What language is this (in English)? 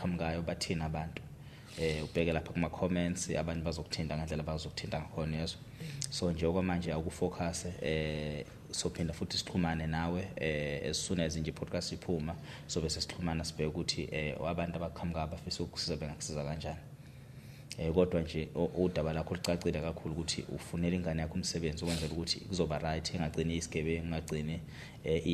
Zulu